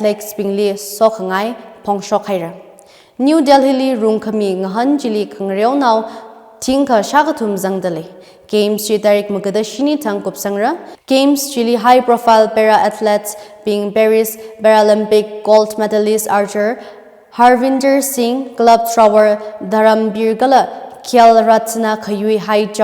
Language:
Tangkhul Naga (India)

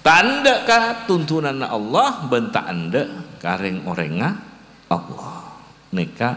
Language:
Madurese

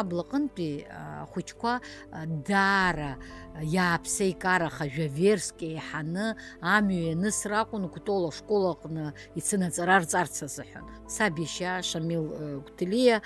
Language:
Abkhazian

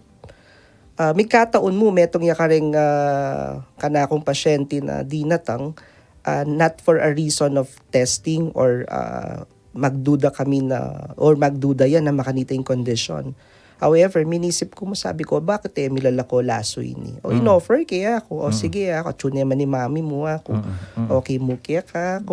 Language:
Pampanga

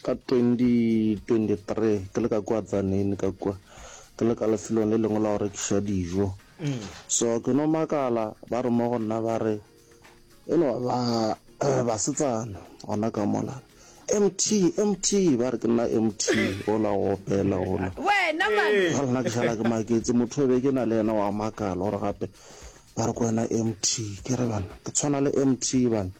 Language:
Northern Sotho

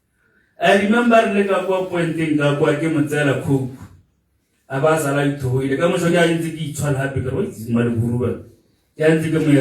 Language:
Tswana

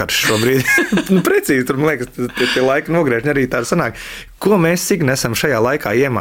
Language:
Latvian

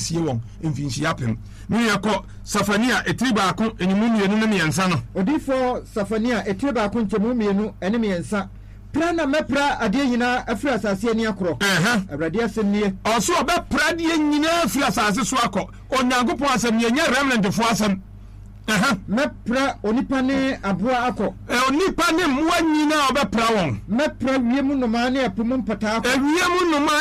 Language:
Akan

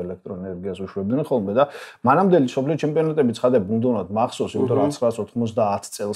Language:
Georgian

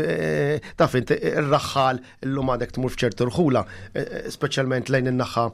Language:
Maltese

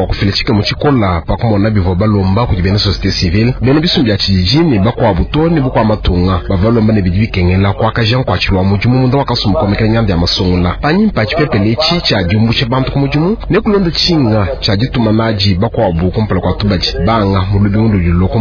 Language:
Luba-Lulua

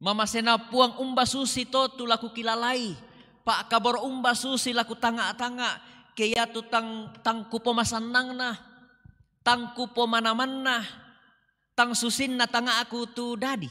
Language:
Toraja-Sa'dan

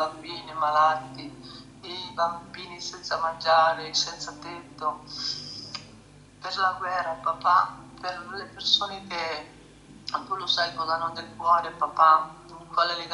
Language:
Italian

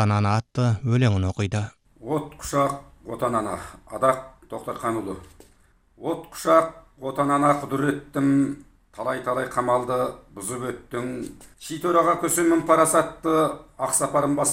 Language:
Kazakh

